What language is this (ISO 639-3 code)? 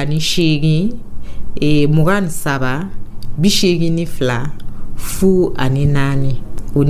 dyu